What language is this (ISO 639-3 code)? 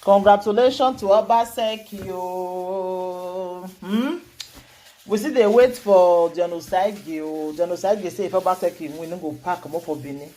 pcm